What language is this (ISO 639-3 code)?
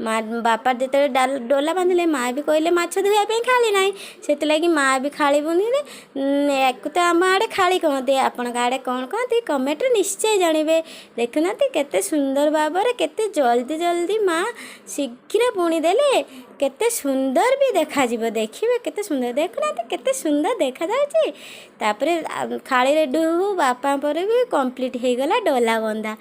ori